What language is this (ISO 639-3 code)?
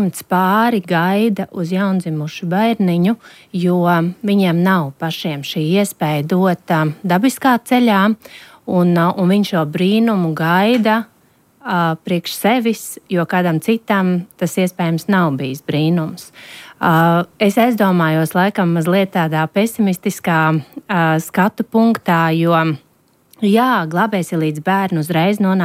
lav